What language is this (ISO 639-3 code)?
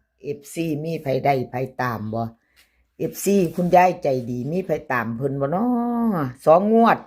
tts